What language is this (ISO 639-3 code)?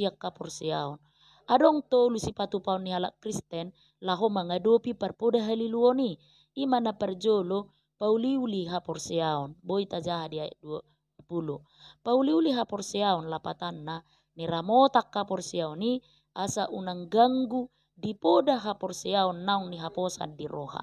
bbc